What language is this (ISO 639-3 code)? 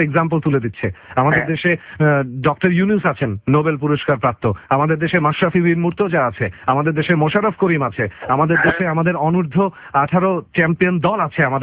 ben